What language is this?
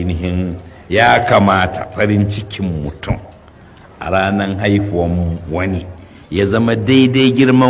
Hausa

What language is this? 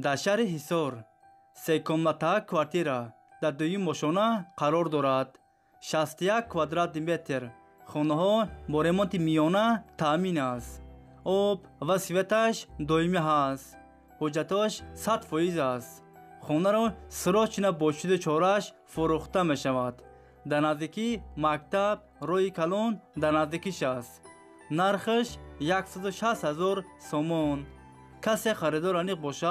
Tajik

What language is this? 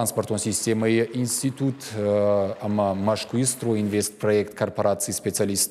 Ossetic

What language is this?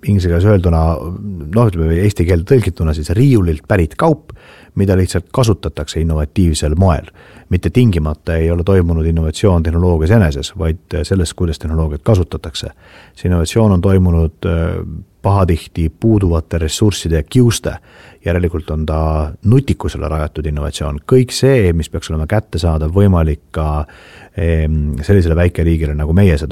Estonian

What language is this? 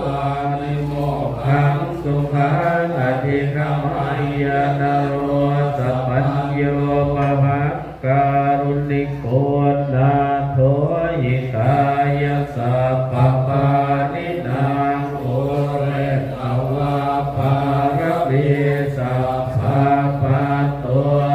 Pali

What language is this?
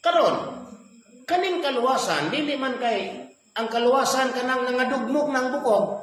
Cebuano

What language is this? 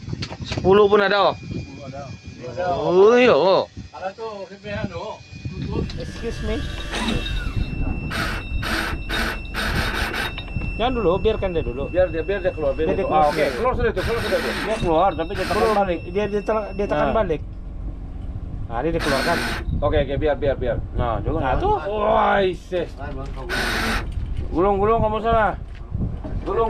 Malay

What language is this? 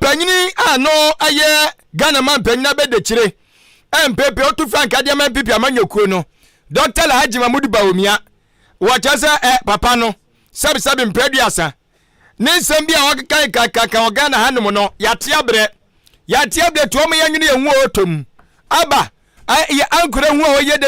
Akan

